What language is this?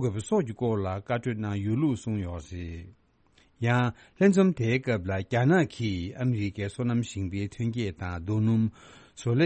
Tibetan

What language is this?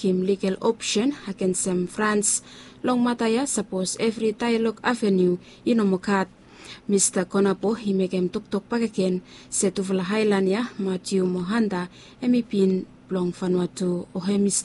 Bislama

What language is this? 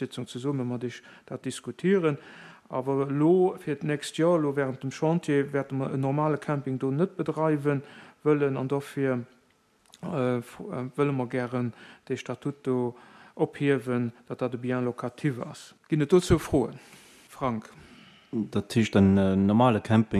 Luxembourgish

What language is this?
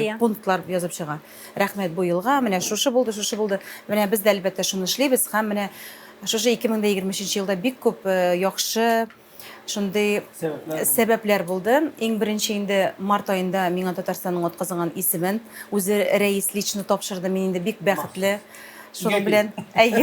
Tatar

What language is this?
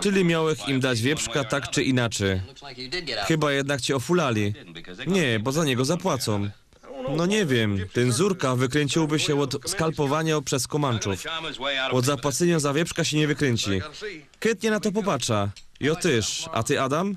Silesian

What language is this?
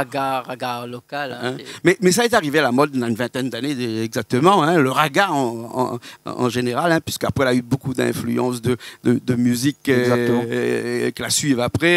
Réunion Creole French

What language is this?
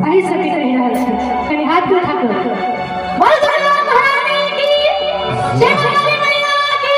Maithili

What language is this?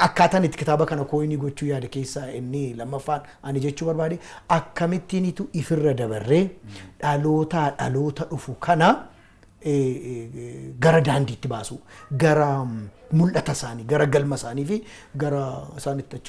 Oromo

